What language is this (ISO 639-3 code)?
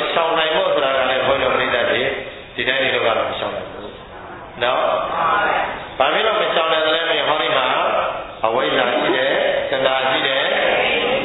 mya